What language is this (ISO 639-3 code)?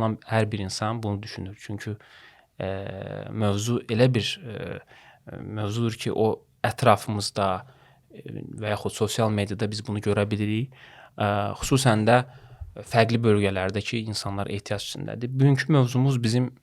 aze